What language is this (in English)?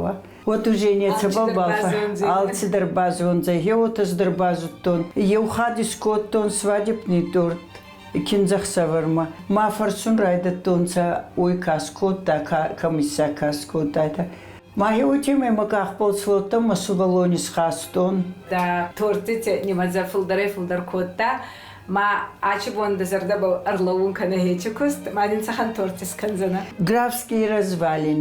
Ossetic